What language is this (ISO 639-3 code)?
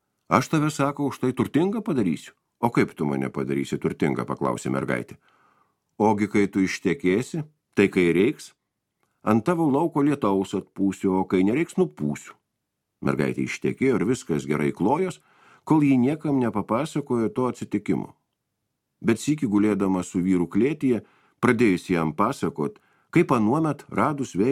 lit